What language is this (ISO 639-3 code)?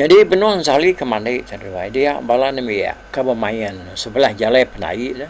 iba